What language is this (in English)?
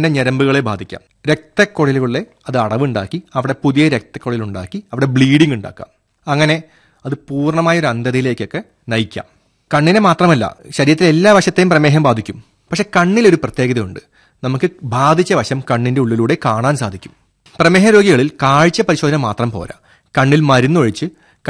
Malayalam